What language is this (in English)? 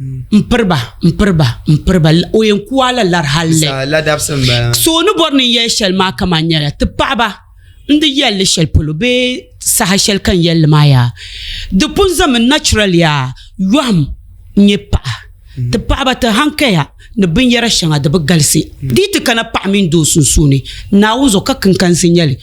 Dagbani